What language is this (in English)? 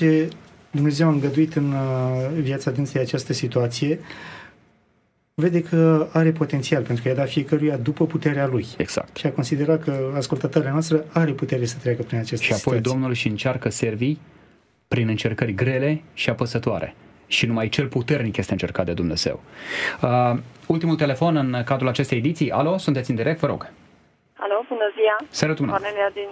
Romanian